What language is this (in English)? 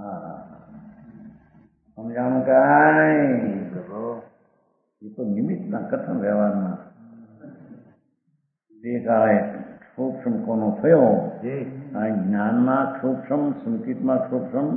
Gujarati